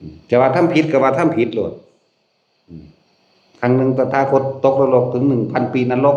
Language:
Northeastern Thai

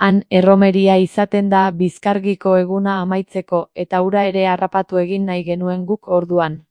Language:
Basque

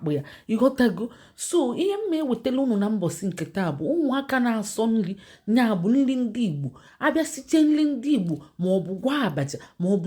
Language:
Igbo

